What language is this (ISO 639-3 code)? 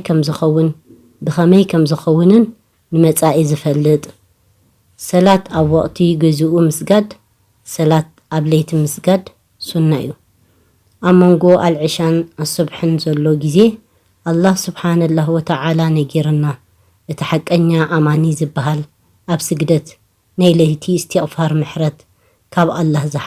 tir